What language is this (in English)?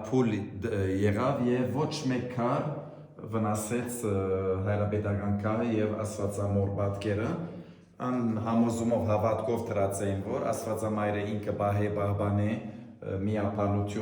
Western Armenian